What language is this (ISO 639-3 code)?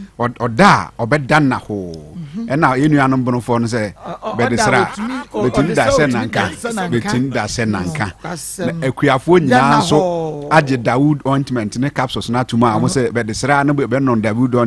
aka